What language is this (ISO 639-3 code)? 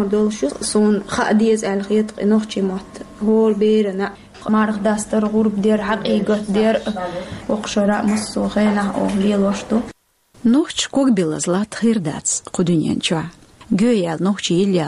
che